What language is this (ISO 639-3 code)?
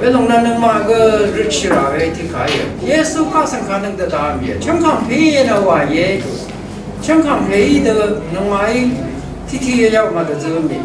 raw